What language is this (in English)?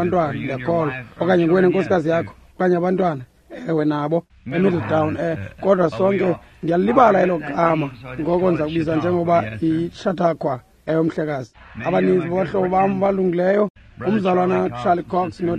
Xhosa